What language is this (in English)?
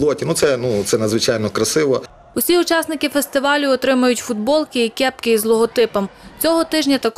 Ukrainian